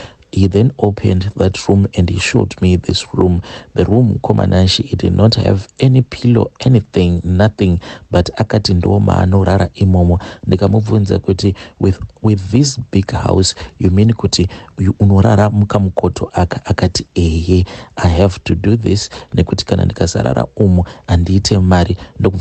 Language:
Shona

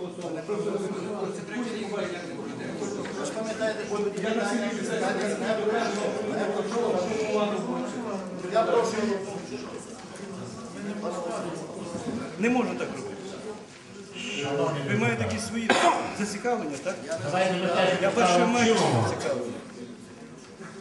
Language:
Ukrainian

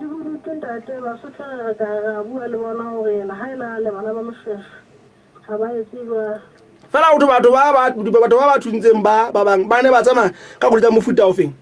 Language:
Southern Sotho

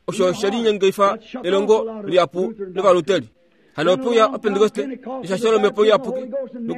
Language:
Kuanyama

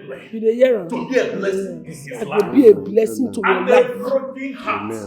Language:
Nigerian Pidgin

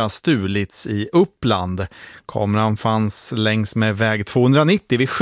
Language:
Swedish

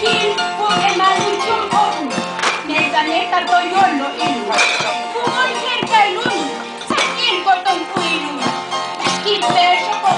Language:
Tzotzil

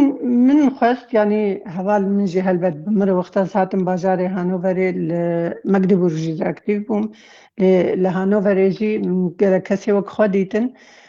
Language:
Kurdish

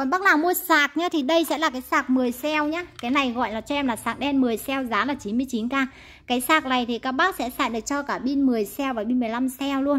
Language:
Vietnamese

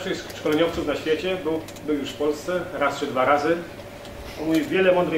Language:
Polish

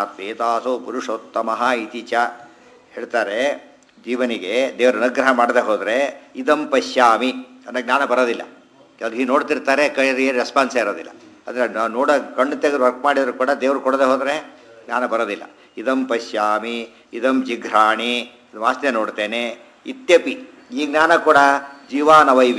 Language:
Kannada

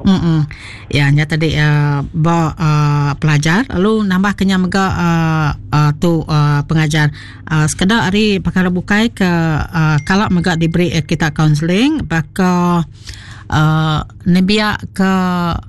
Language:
Iban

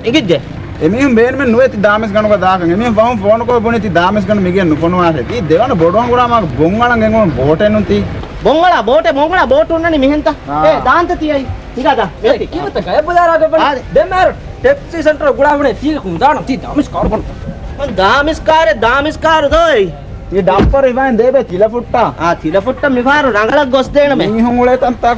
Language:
Divehi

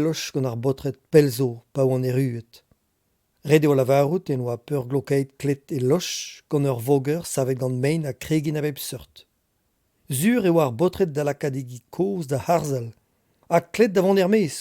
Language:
Breton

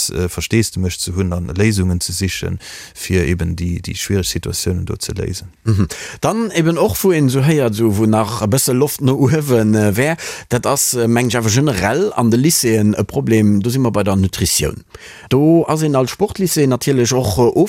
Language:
Luxembourgish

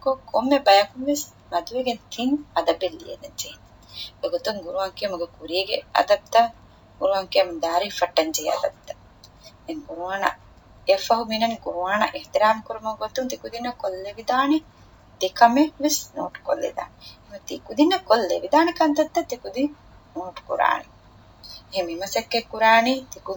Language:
Divehi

